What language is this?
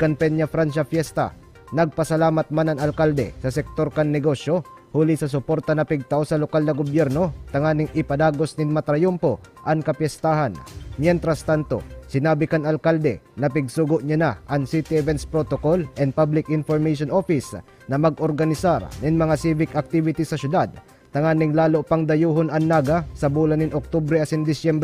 Bikol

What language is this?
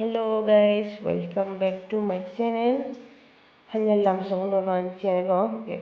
Kok Borok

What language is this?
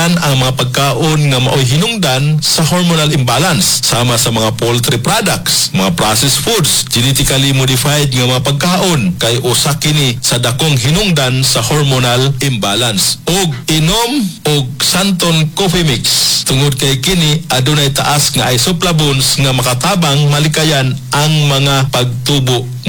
Cebuano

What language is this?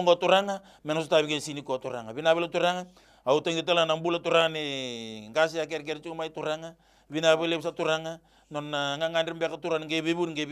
Fijian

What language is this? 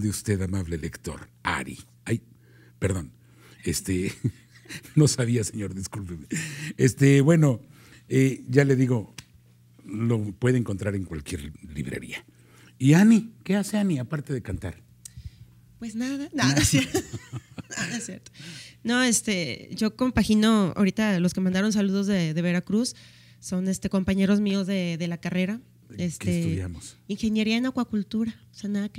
Spanish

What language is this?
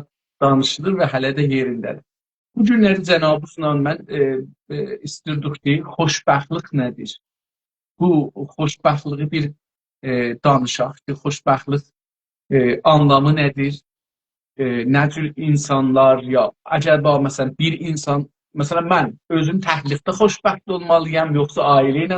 South Azerbaijani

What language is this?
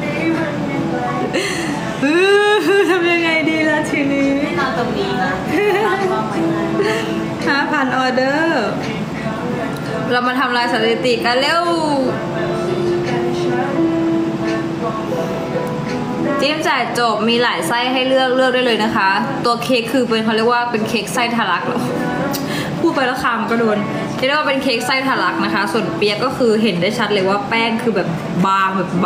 Thai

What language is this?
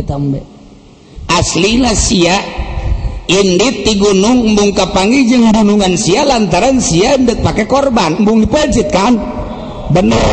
Sundanese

